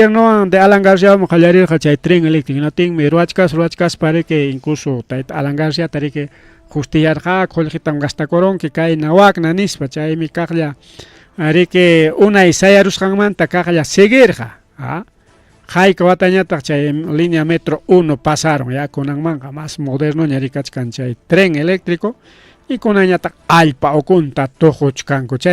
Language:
Ayacucho Quechua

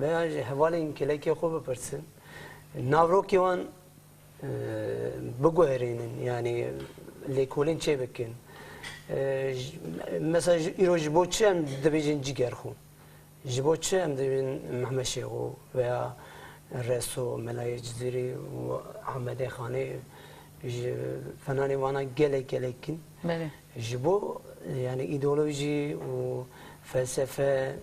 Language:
Kurdish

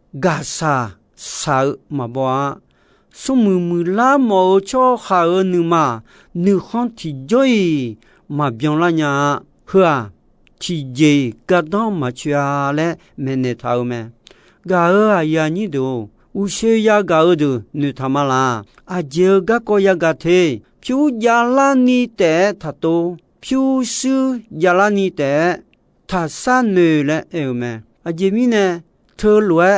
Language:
Akha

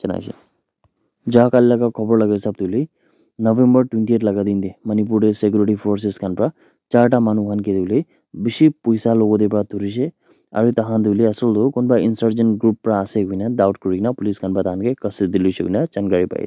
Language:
Naga Pidgin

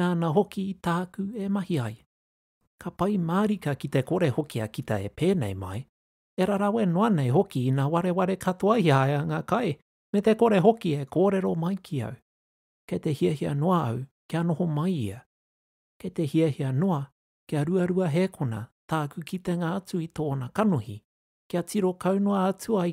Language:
Māori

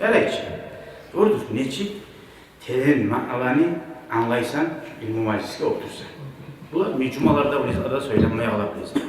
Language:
Kumyk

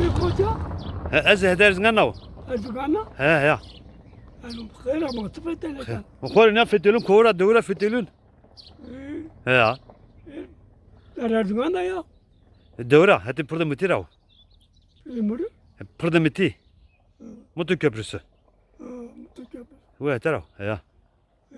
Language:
Zaza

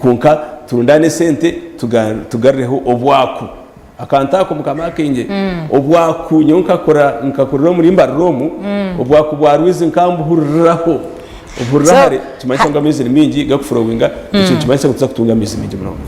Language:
Nyankole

